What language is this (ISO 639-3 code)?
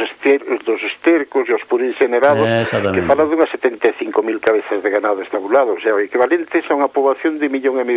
glg